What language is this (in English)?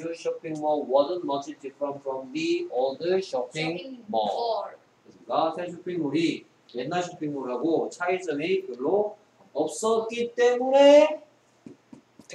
Korean